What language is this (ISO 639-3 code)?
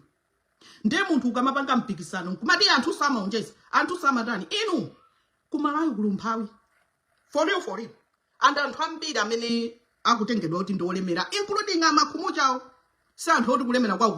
nya